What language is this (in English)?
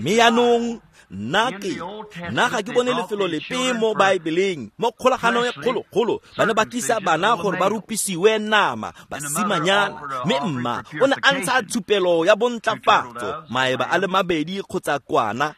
Tswana